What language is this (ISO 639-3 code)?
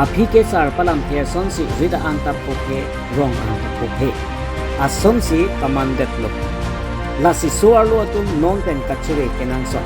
mjw